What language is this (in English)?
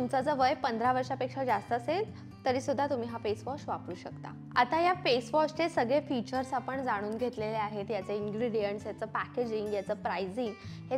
Marathi